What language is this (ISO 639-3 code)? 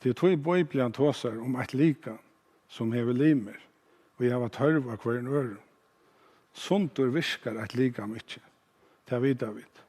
fao